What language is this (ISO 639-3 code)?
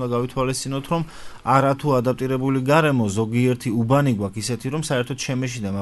kat